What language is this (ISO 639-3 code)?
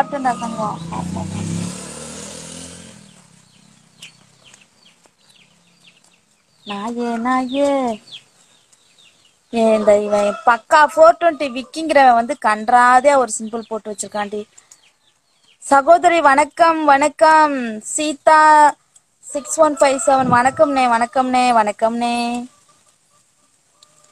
tam